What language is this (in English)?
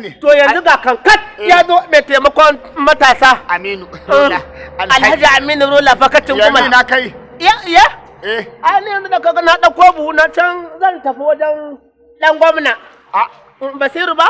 Hausa